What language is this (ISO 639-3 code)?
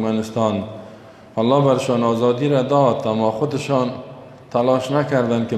fas